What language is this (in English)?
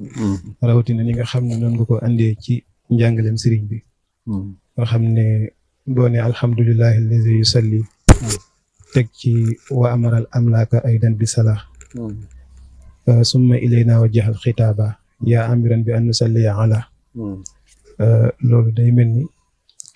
Wolof